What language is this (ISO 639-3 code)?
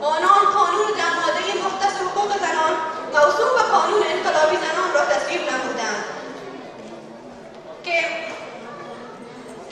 fas